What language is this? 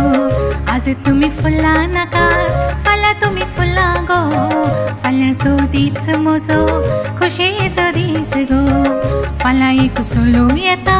Konkani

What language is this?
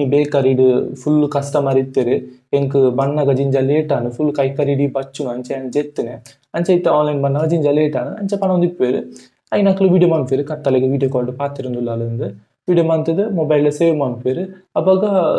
Tulu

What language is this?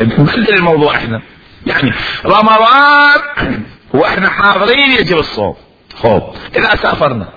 Mesopotamian Arabic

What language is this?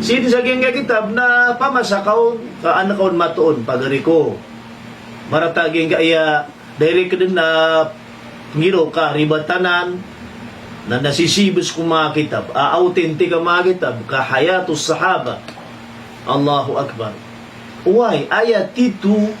Maranao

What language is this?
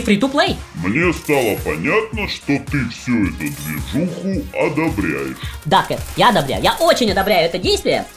Russian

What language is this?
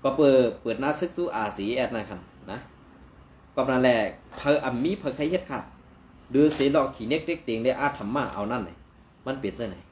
Shan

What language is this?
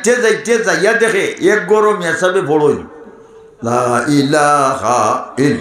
Sylheti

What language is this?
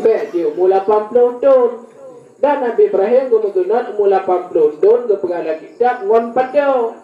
Achinese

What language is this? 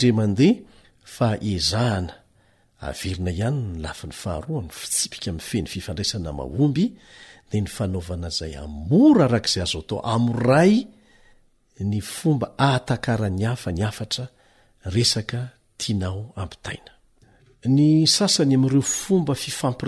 Malagasy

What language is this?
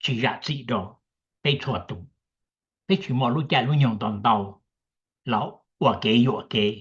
Hmong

